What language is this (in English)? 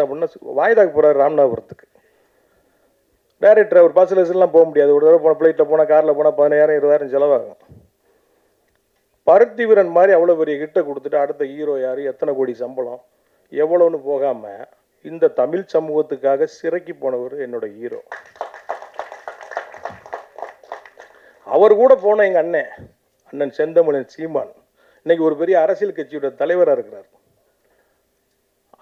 Tamil